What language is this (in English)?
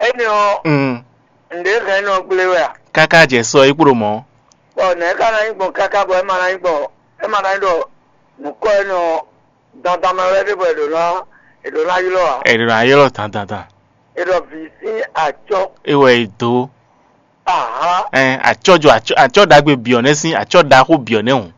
Fon